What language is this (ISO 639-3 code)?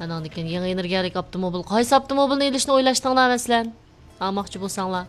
uig